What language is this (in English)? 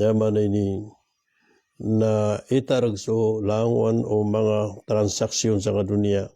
Maranao